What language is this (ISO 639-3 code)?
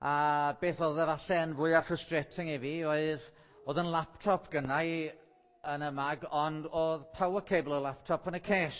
cym